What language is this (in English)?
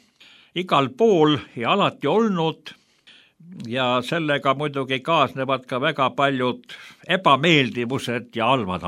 Estonian